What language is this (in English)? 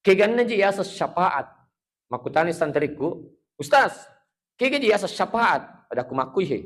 Buginese